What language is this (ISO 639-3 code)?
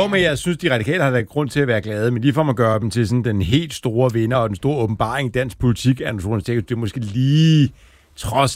dan